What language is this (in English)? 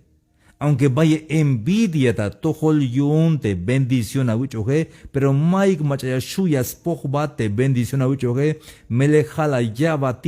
Tzeltal